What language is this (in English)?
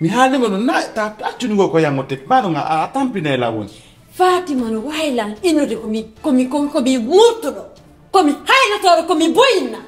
Fula